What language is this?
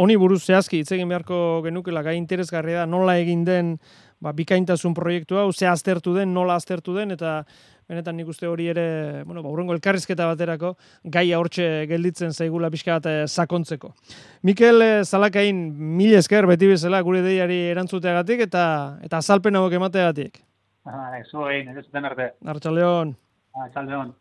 Basque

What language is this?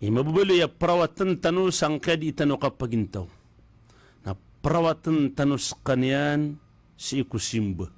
Maranao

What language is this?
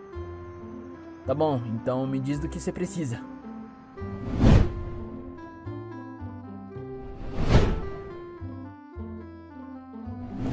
Portuguese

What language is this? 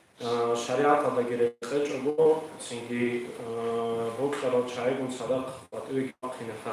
Avaric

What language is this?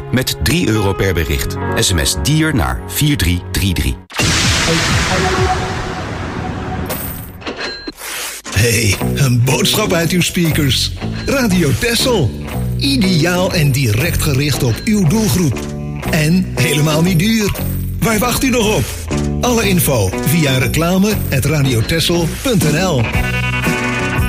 Dutch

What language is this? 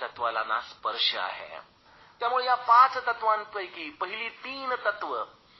Marathi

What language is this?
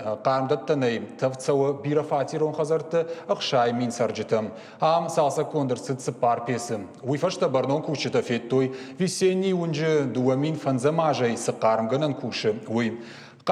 Ossetic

